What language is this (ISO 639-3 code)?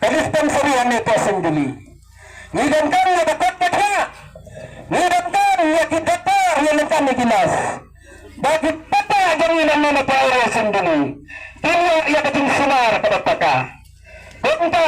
kha